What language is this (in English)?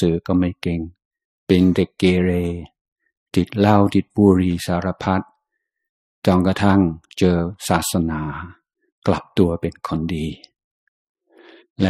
Thai